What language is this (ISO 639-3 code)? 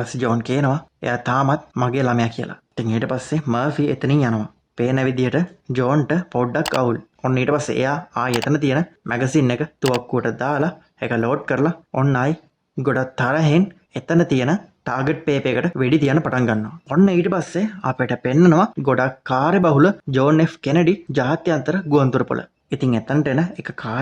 sin